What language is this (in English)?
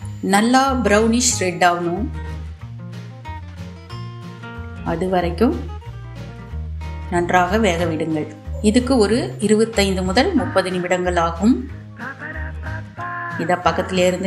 Tamil